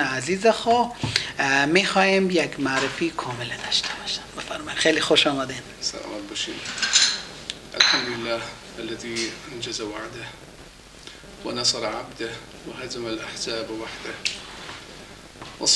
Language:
Persian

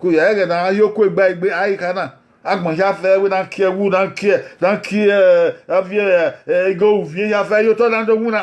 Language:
Bini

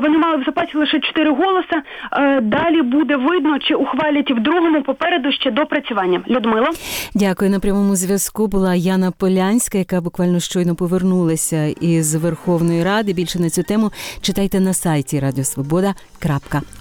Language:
Ukrainian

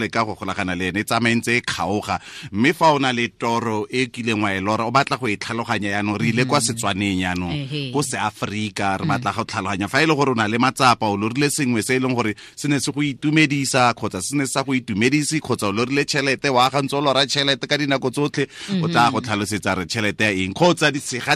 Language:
Tswana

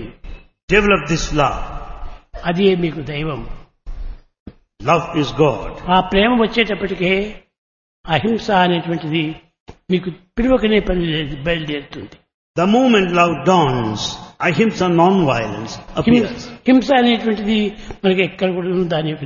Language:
Telugu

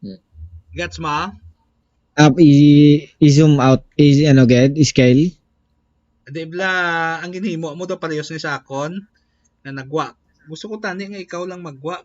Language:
Hiligaynon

